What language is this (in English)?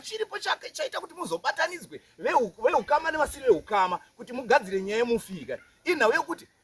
Shona